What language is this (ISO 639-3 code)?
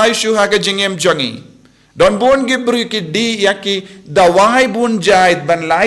kha